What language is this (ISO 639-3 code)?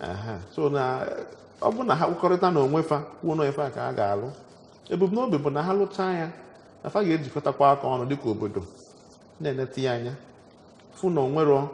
ibo